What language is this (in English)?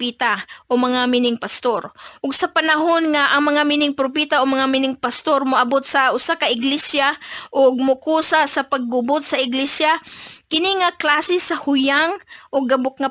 Cebuano